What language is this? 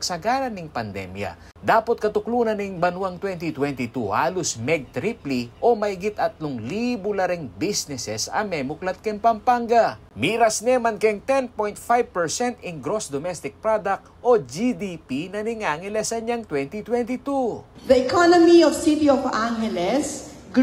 Pampanga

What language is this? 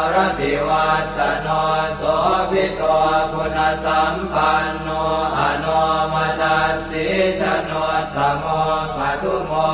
Pali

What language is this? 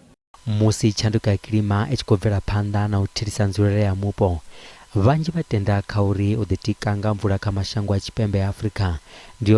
Venda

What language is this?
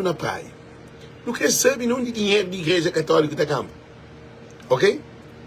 Kabuverdianu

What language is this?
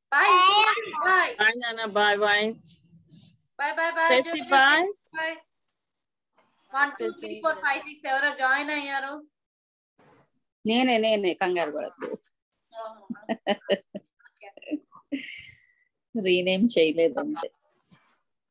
Telugu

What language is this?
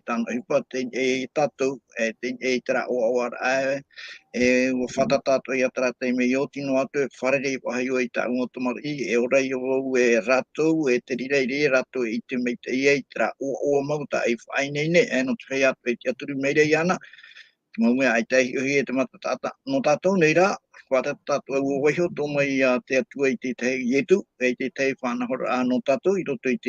Tahitian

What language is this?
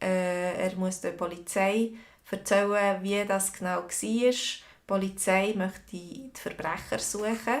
Swiss German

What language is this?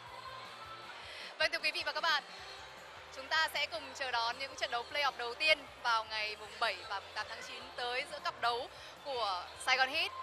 Vietnamese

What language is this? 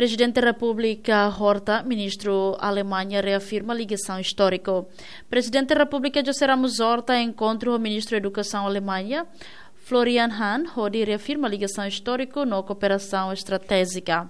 Tetum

